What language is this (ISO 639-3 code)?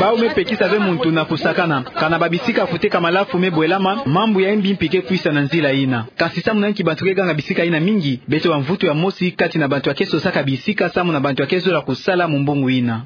ktu